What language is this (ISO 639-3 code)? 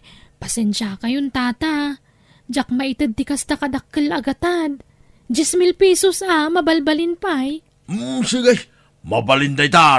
ilo